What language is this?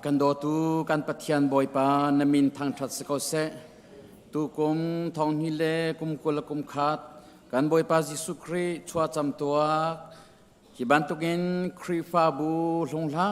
Hakha Chin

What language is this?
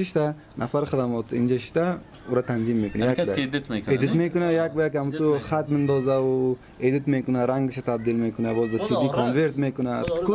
Persian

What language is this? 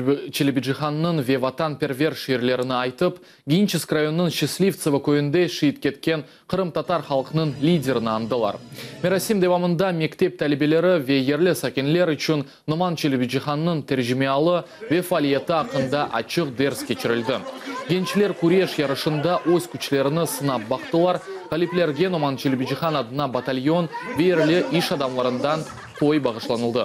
Crimean Tatar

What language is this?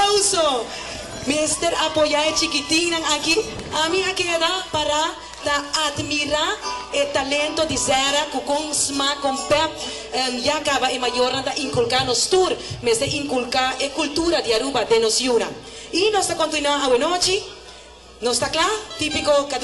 Papiamento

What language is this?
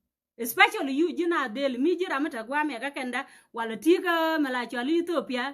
Nuer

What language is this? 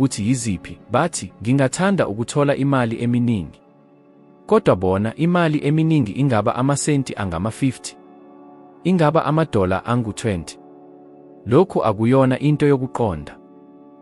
Zulu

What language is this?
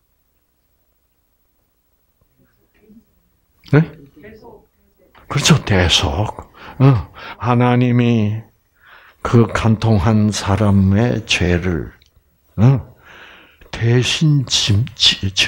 Korean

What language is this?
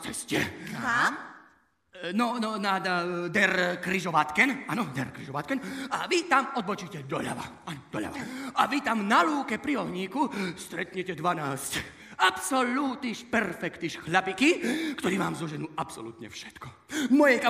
Slovak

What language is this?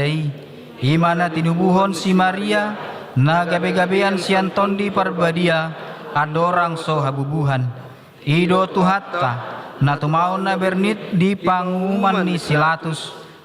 Batak Toba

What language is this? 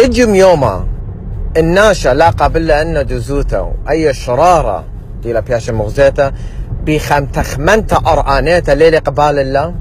Assyrian Neo-Aramaic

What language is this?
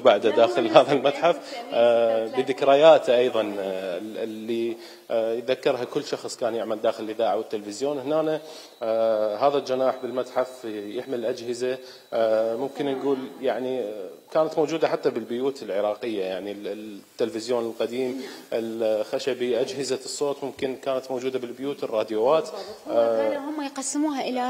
Mesopotamian Arabic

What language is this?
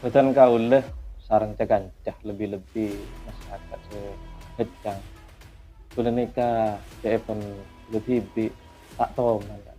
Madurese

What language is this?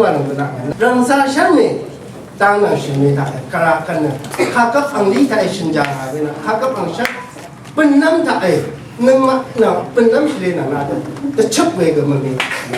Rawang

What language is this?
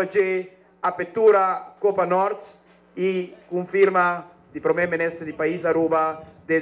Papiamento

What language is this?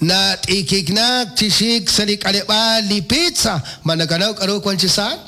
Kekchí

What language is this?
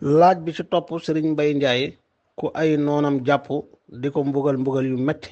Wolof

